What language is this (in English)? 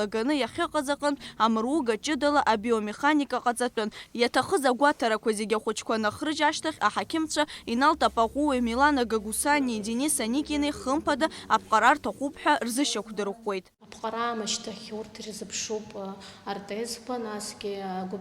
Abkhazian